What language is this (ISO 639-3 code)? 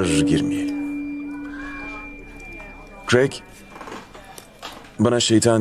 tur